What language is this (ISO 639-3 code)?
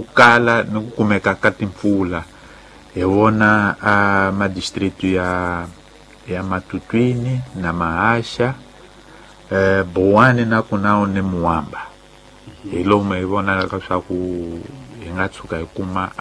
tso